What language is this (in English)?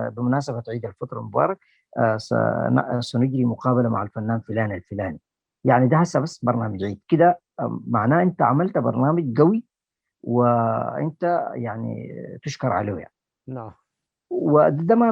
Sudanese Arabic